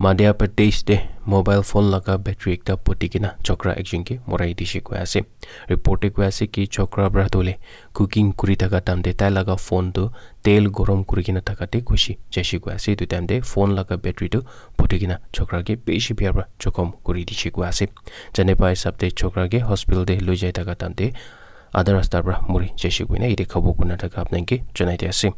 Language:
Naga Pidgin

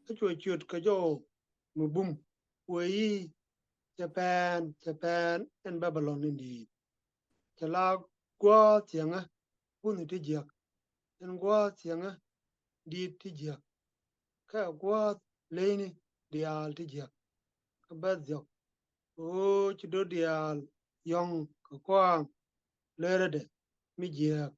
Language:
Nuer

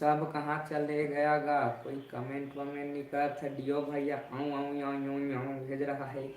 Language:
Chhattisgarhi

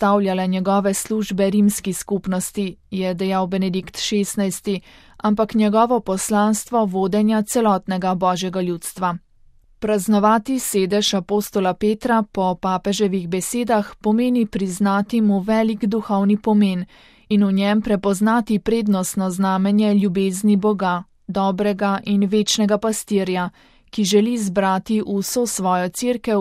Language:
Slovenian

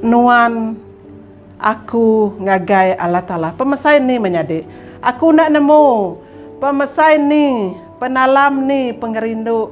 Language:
Iban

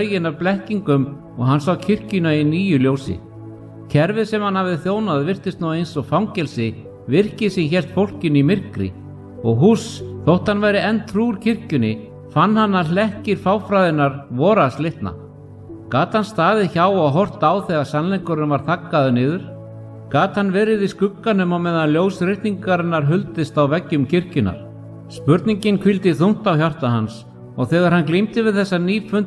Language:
Icelandic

